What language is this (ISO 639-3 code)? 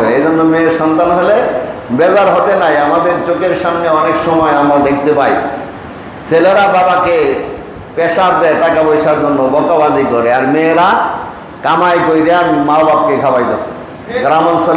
ben